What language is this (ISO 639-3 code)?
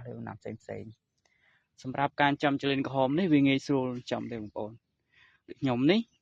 khm